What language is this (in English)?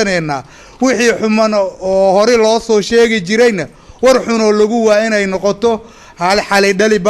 Somali